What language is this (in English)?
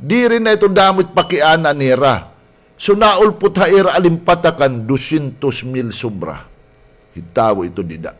Waray